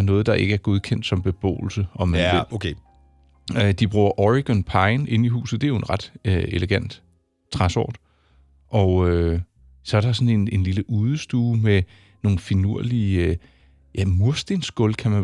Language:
Danish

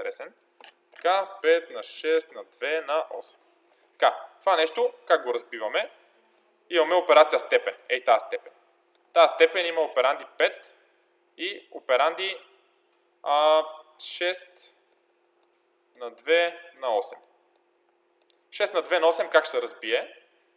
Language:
Bulgarian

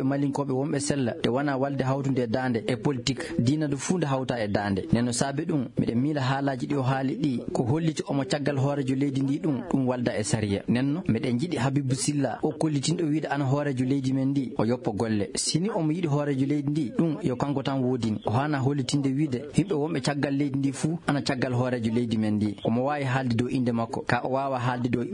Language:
Fula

